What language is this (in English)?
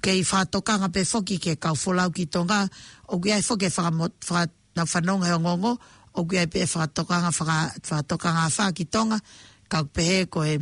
Tongan